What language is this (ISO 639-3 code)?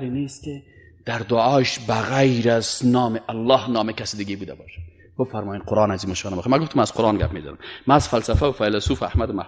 fas